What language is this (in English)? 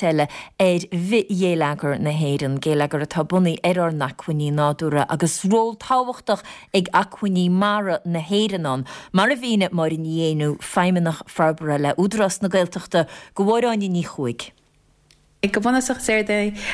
Irish